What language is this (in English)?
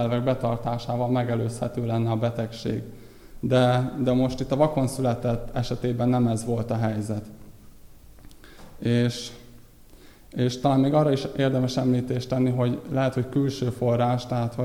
Hungarian